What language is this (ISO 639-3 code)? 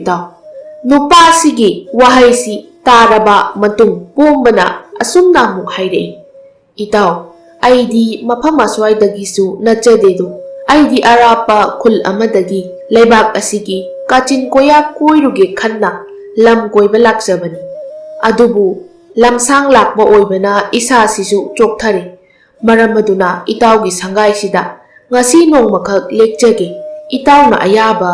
mni